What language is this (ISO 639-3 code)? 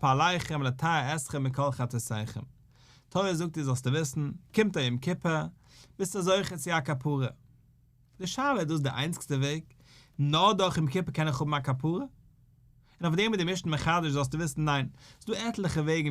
yid